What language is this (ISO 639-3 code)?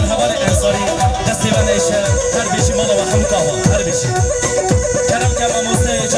kur